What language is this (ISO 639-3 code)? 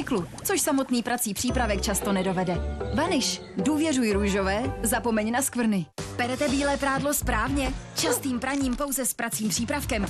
ces